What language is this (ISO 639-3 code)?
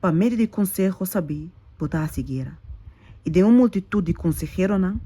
pap